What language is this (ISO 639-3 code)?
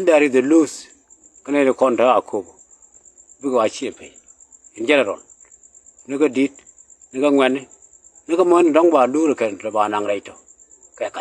nus